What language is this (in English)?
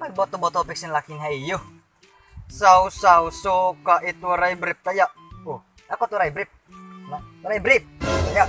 Waray